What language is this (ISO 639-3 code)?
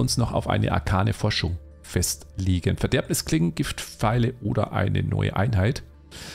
deu